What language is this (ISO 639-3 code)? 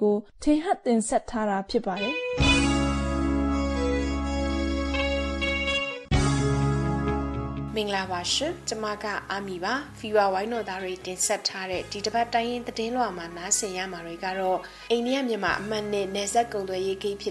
mya